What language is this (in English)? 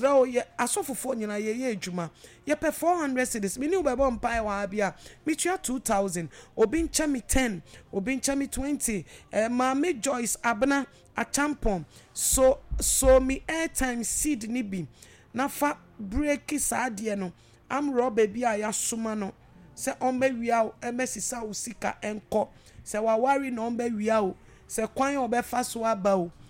Akan